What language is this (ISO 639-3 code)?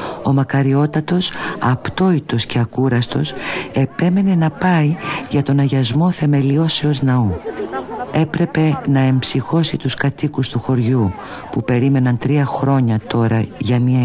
ell